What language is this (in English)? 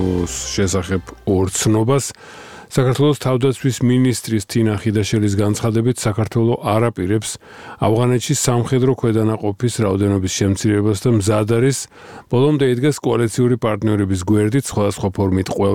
Georgian